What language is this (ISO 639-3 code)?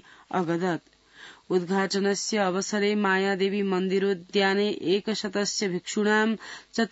san